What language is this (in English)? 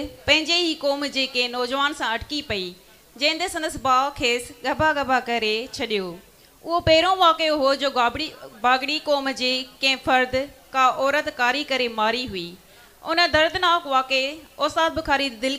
Sindhi